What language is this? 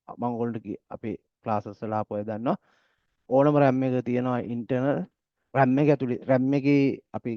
Sinhala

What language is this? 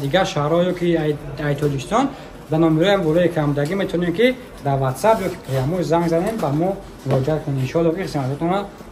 Tajik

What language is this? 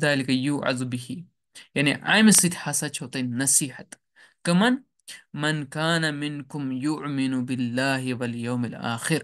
Kashmiri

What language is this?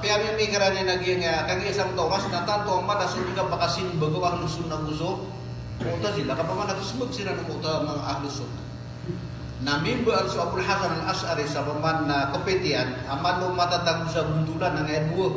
Maranao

